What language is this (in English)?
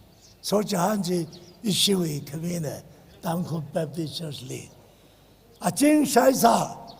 Tangkhul Naga (India)